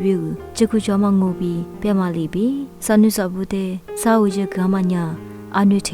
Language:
Lisu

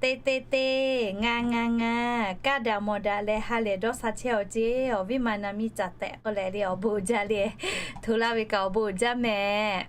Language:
Lahu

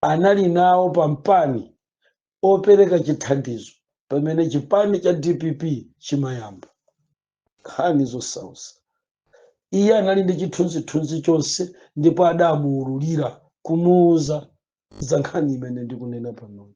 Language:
Nyanja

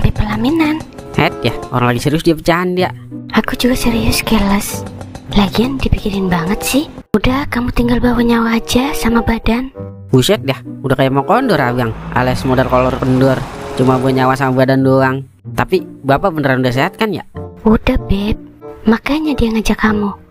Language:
Betawi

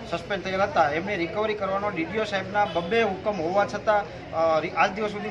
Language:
Gujarati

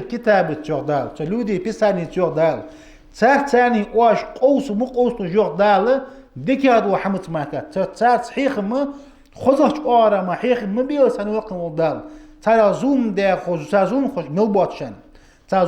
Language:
Ingush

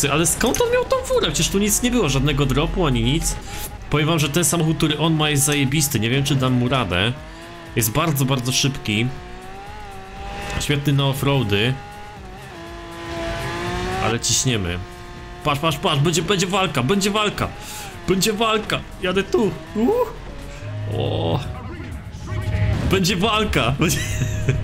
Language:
Polish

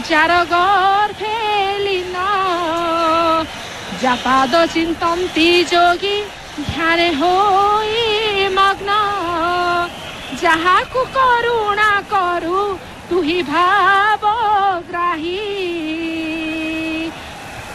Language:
Odia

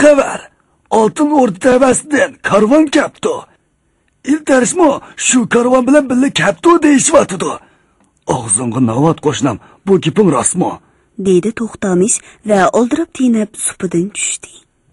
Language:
Uyghur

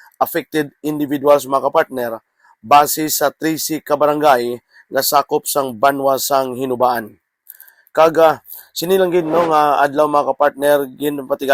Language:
Hiligaynon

